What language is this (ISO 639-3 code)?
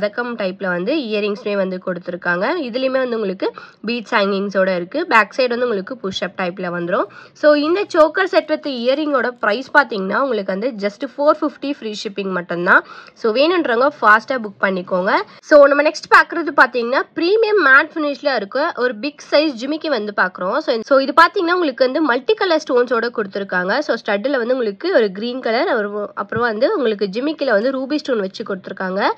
tam